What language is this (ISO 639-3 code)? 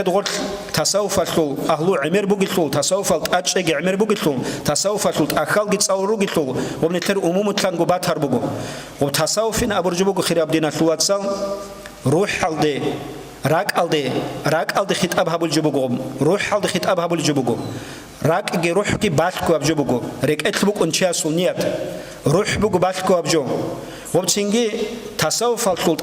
ava